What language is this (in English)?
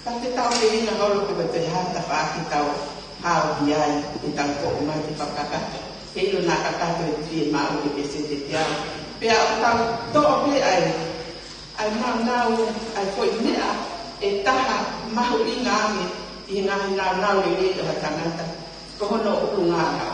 Tongan